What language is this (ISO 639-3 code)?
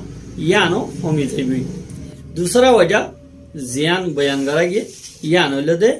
rhg